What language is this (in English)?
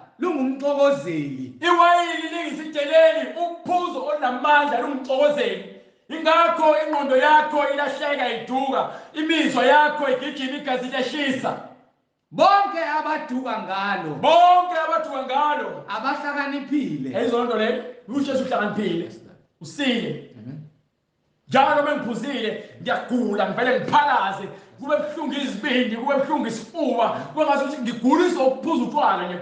Zulu